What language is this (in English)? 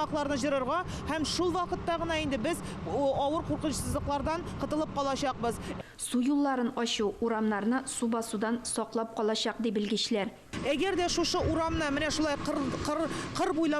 Tatar